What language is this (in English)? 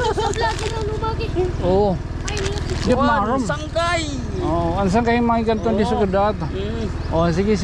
Waray